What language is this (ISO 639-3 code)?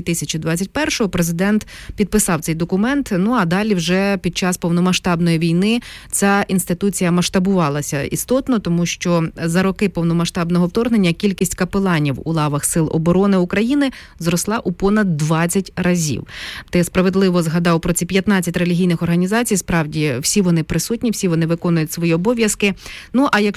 ukr